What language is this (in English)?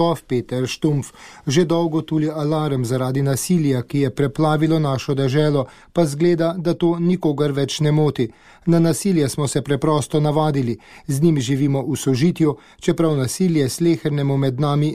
Slovenian